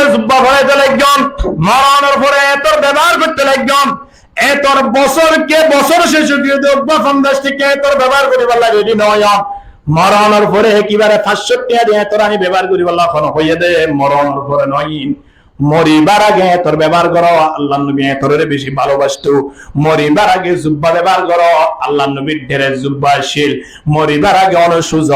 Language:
Rohingya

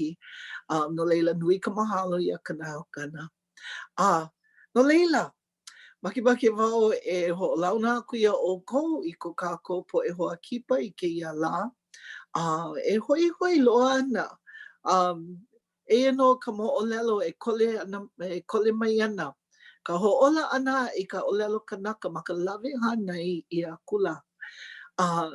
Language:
Hawaiian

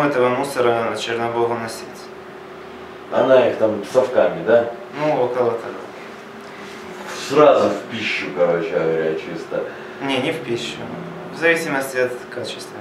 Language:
Russian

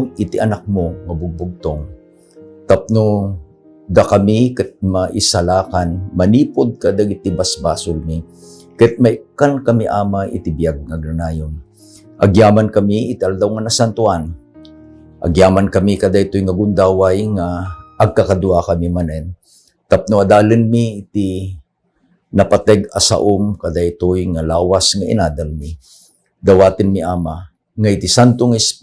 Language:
Iloko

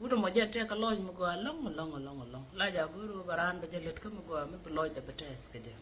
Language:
Nuer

